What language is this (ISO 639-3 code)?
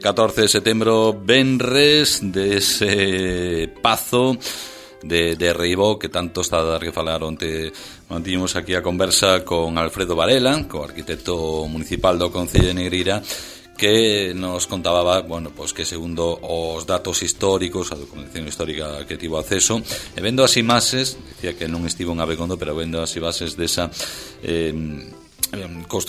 glg